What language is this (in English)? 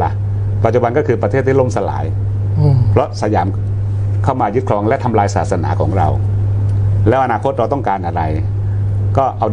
Thai